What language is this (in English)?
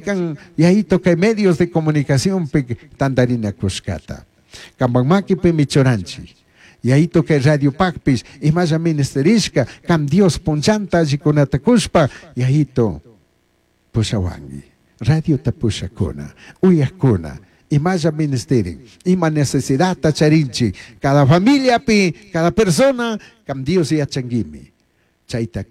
Chimborazo Highland Quichua